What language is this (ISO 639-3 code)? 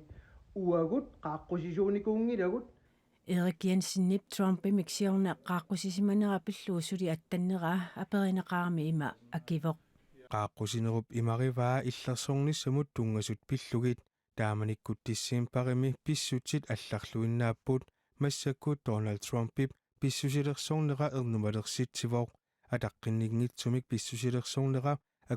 kal